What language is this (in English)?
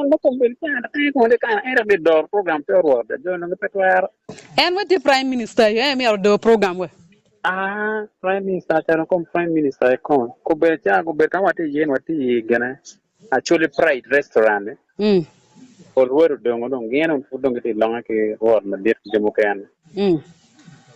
Acoli